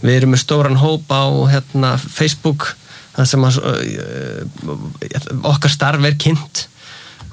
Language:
Icelandic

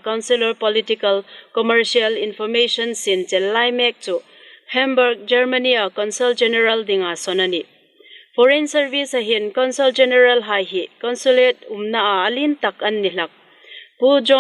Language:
Hmar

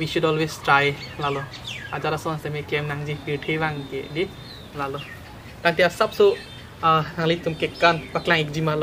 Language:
Karbi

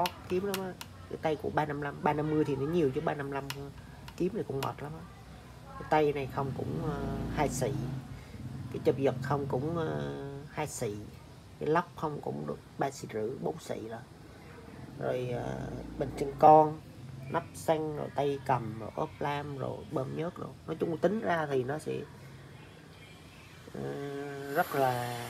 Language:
Vietnamese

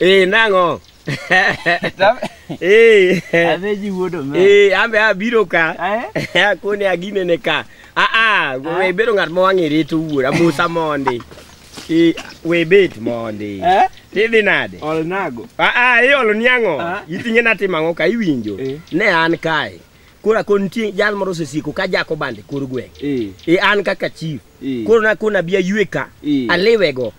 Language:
Luo (Kenya and Tanzania)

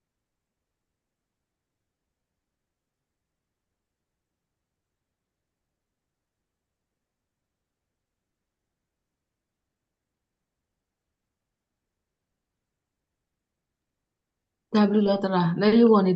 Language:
S'gaw Karen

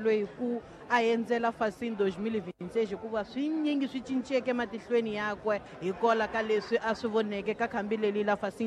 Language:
Tsonga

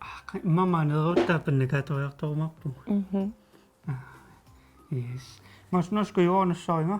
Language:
Kalaallisut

